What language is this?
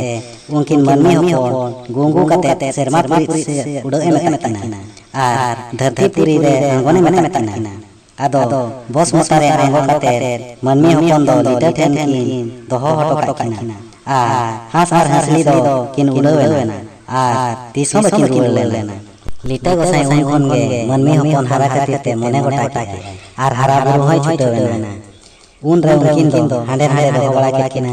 Santali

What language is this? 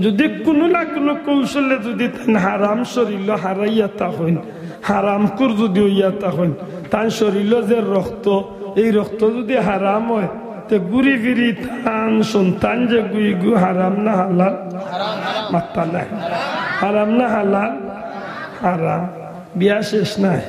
Sylheti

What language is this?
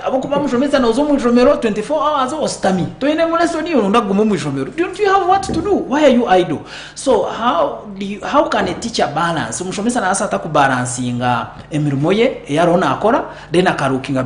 Nyankole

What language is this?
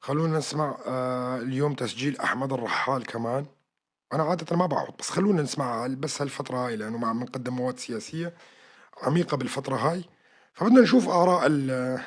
North Levantine Arabic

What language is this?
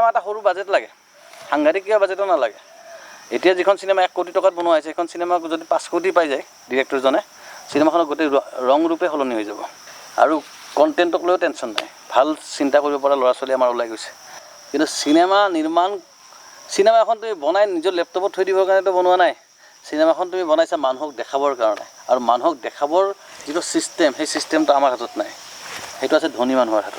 Assamese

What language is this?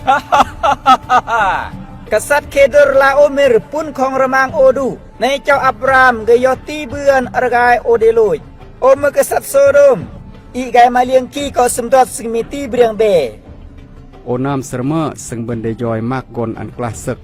Khmu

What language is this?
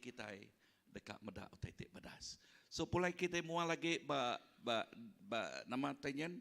Iban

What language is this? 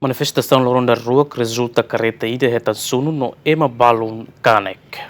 Tetum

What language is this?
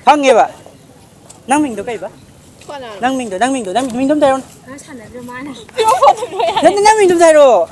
Manipuri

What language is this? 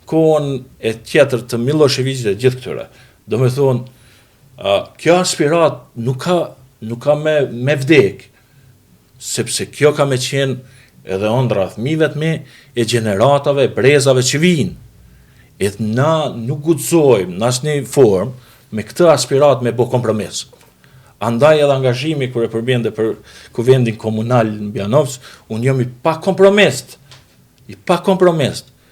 Albanian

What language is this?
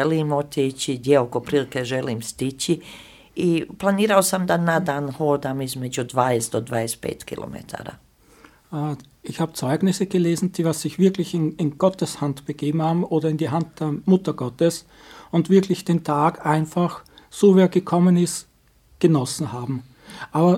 Slovenian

